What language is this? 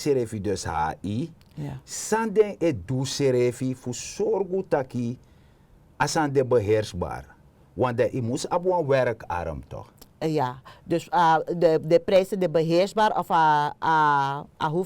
Sranan Tongo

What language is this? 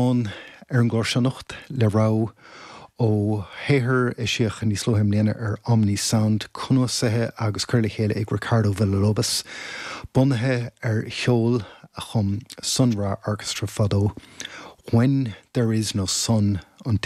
Irish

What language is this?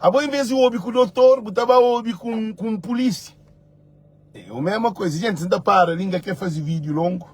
Kabuverdianu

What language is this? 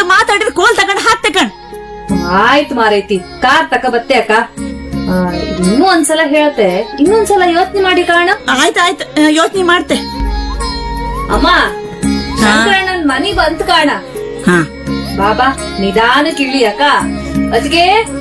Kannada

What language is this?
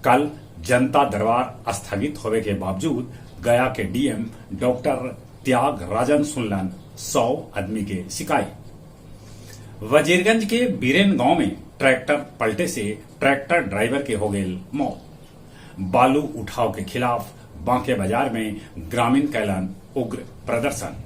Magahi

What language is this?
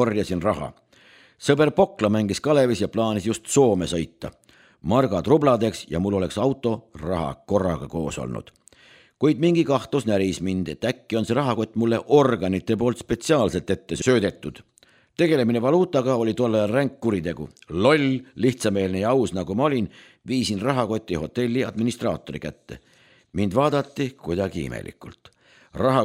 Estonian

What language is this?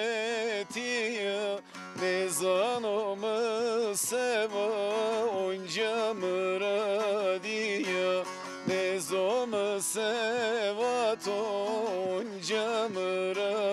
Zaza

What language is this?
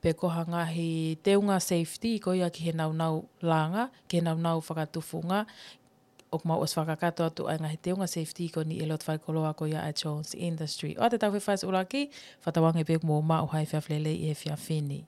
Tongan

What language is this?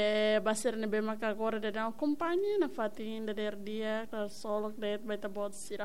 Tetum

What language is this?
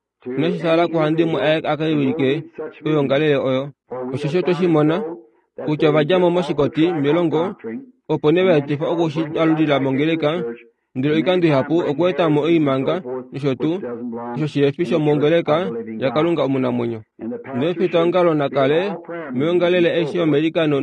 Kuanyama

